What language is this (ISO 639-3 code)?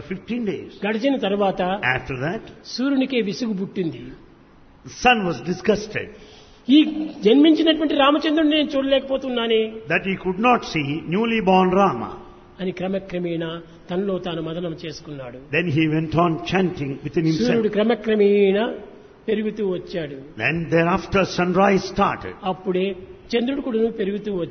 tel